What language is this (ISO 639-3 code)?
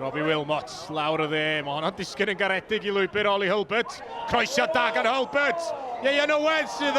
cym